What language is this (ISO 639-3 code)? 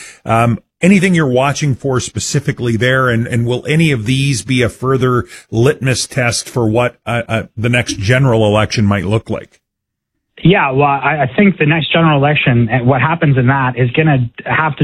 eng